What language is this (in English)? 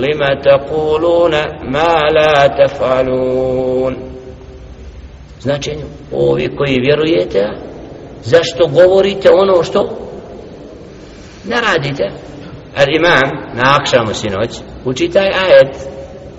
Bosnian